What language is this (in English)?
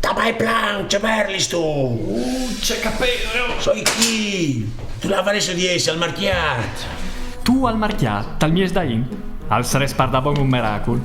Friulian